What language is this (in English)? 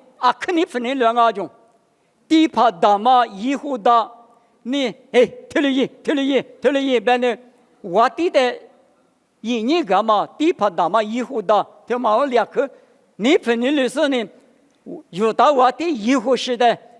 Lisu